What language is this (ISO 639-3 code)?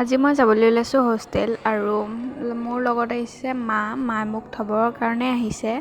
asm